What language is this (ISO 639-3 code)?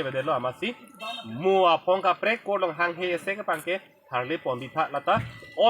mjw